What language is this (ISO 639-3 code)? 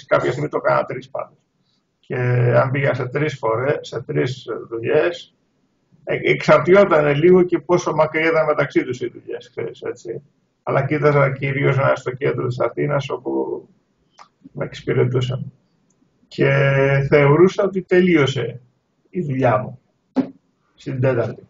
ell